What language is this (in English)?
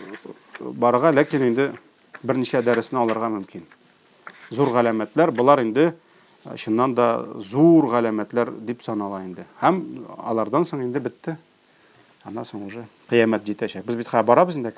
Tatar